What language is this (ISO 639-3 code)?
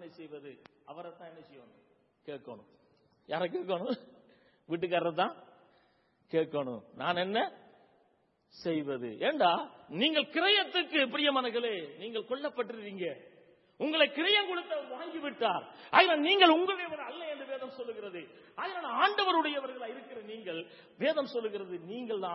tam